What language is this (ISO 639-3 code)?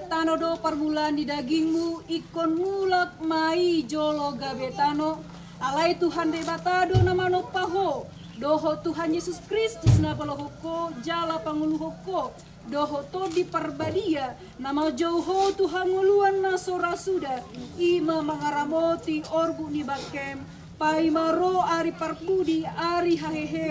bbc